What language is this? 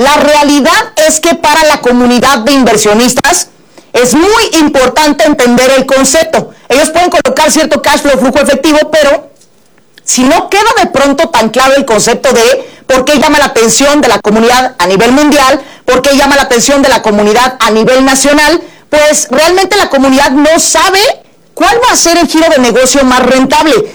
Spanish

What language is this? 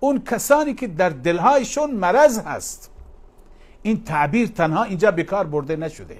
Persian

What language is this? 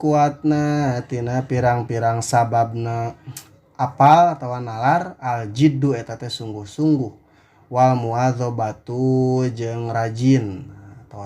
Sundanese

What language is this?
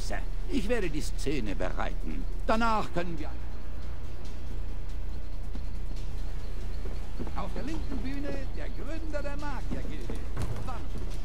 German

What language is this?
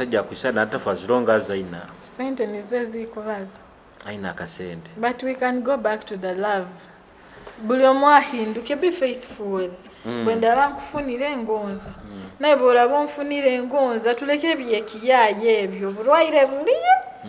Nyoro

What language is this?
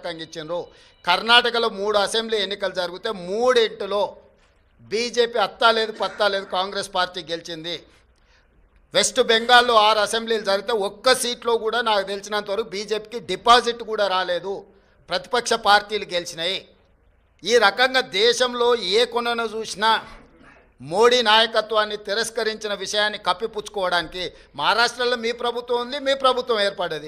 Telugu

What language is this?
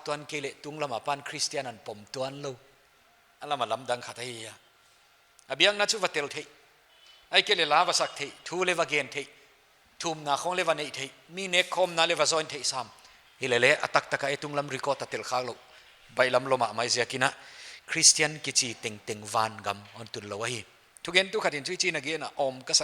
Paite Chin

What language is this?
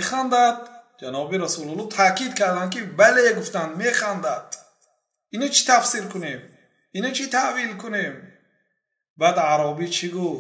Persian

